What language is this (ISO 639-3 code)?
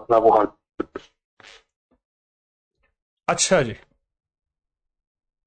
urd